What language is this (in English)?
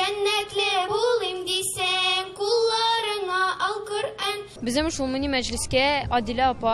Tatar